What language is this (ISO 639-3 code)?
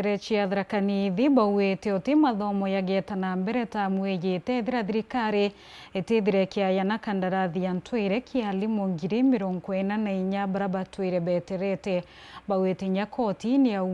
mer